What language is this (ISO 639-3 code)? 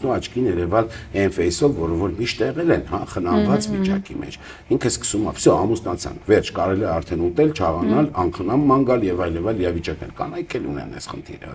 hye